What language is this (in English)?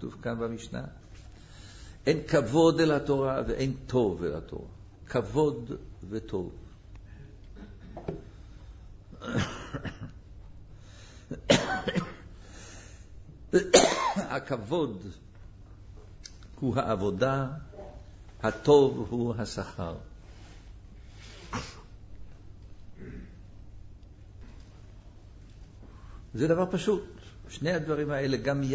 Hebrew